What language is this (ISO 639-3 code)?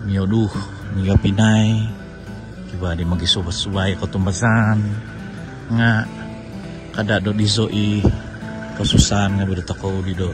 dtp